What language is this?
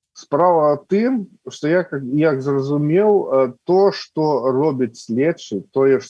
Belarusian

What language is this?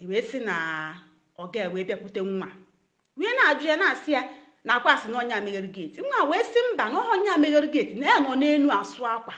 Igbo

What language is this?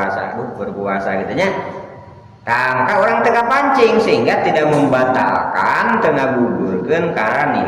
Sundanese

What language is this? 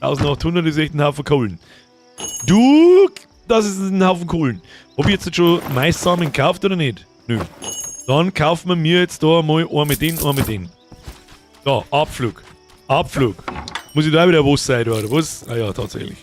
Bavarian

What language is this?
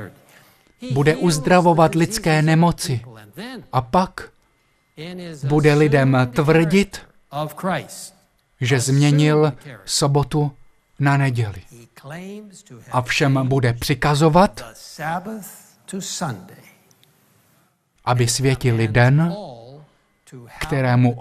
Czech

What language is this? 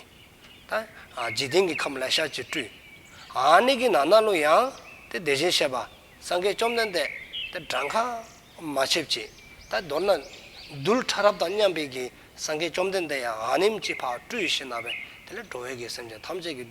Dzongkha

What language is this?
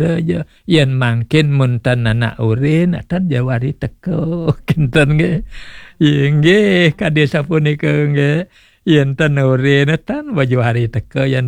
Balinese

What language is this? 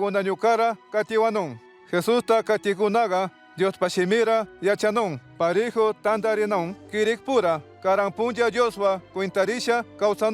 Chimborazo Highland Quichua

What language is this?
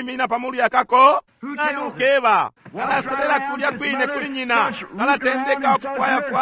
Bemba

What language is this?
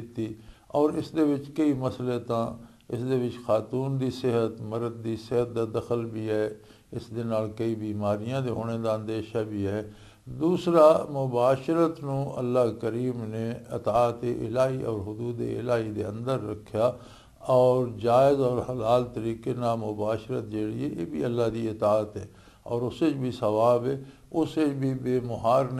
Western Panjabi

